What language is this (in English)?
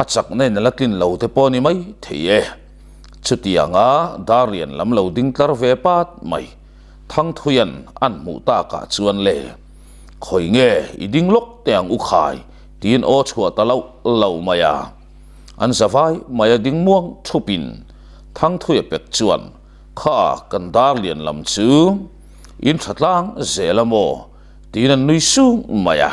Mizo